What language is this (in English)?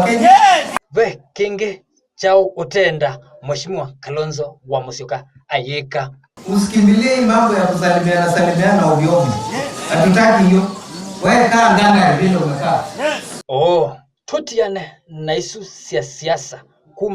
Kamba